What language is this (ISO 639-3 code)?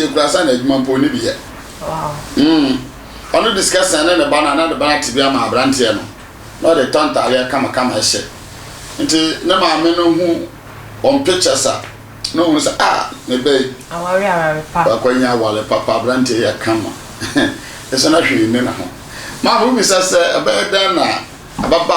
aka